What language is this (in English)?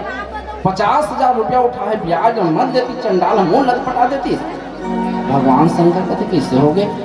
Chhattisgarhi